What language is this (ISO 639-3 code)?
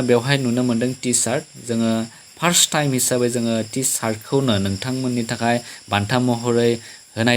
brx